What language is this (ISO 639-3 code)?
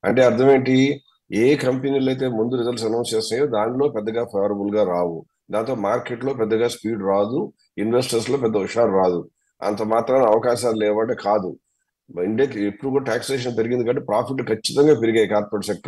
tel